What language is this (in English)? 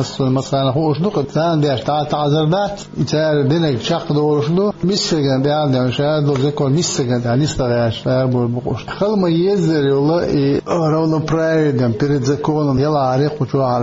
Chechen